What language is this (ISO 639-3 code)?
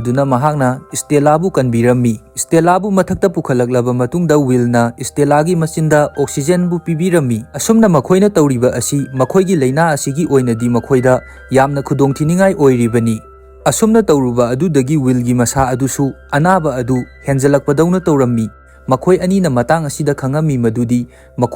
mni